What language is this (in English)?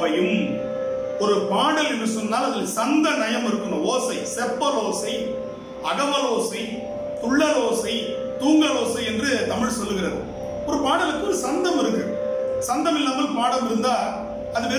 Tamil